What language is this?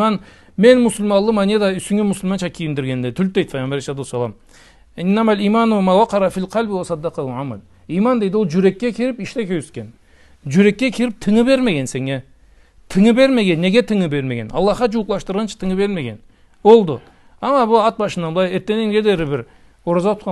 Karachay-Balkar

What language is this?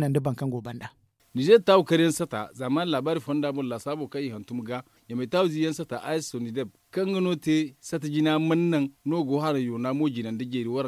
Zarma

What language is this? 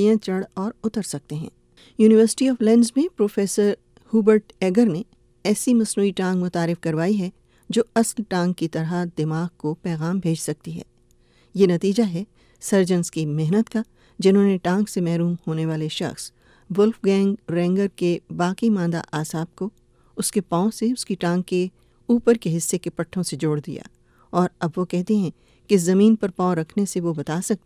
Urdu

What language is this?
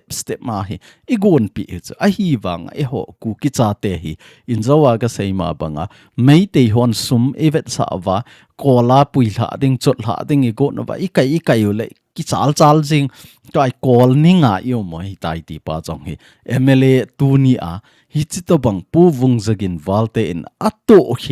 Thado Chin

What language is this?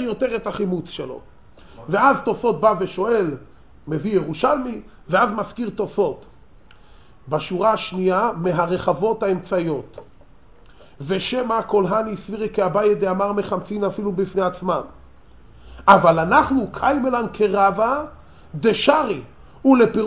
Hebrew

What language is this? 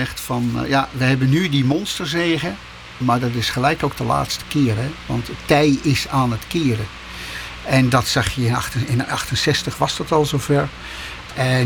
Dutch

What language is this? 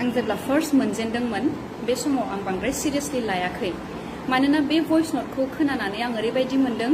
Bodo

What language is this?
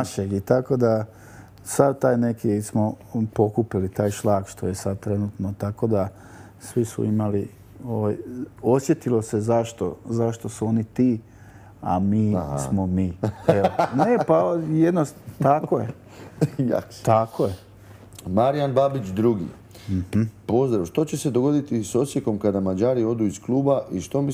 Croatian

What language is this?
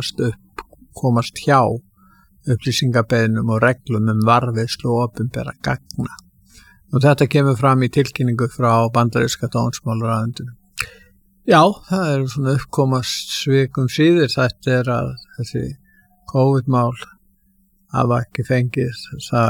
Icelandic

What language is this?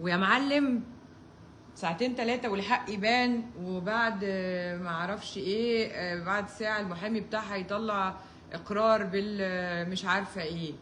Egyptian Arabic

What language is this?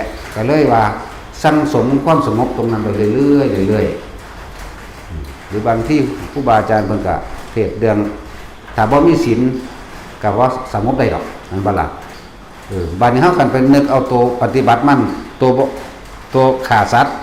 Lao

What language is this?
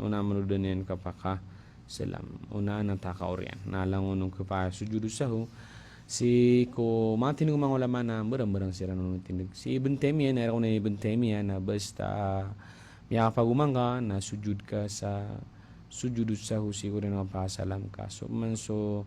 Maranao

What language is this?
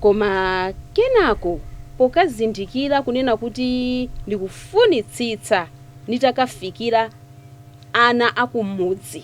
Nyanja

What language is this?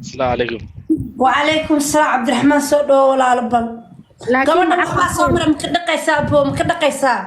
Somali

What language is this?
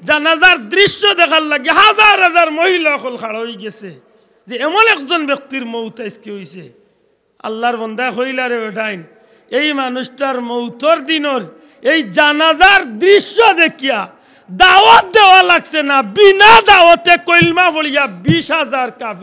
Sylheti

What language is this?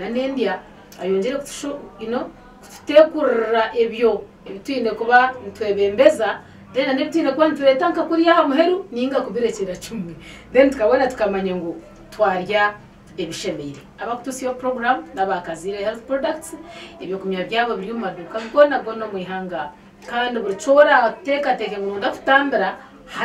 Nyankole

